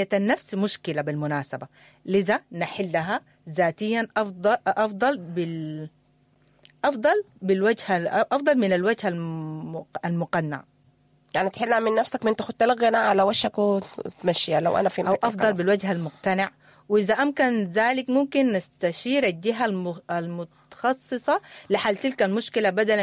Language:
Sudanese Arabic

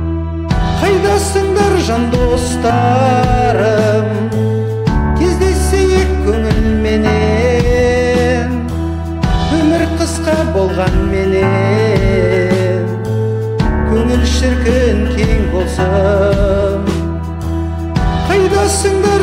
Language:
Kazakh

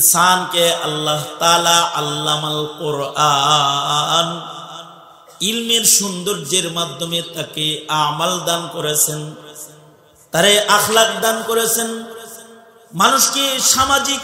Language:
Bangla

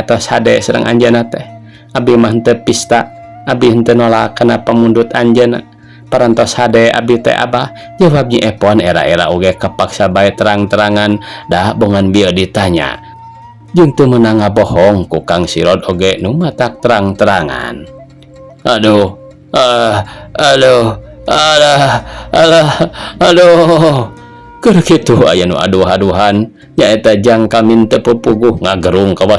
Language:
Sundanese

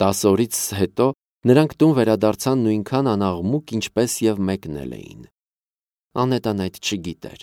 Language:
Armenian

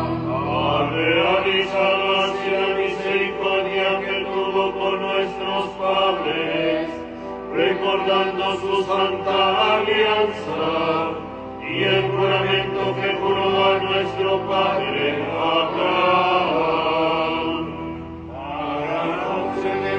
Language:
Spanish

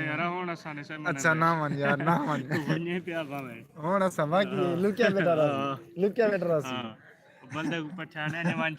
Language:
Saraiki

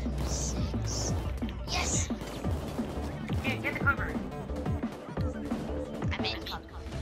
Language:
English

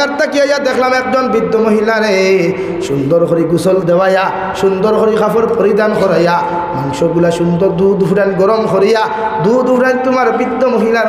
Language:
Sylheti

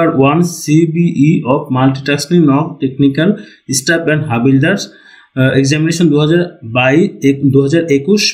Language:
Bangla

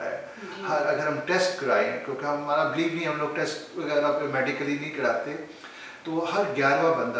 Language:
Urdu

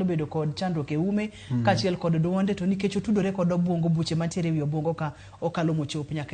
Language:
Luo (Kenya and Tanzania)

